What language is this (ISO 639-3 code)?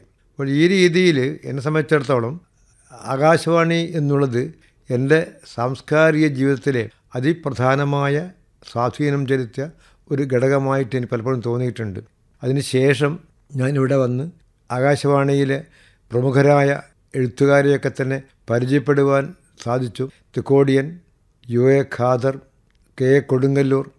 mal